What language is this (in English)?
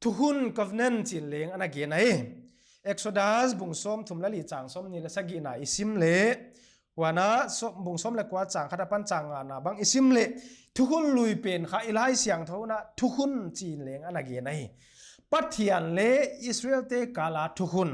Paite Chin